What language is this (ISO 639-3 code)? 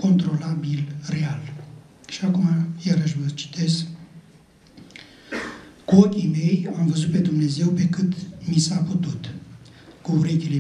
ron